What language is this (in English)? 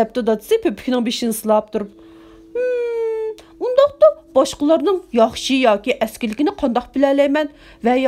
Uyghur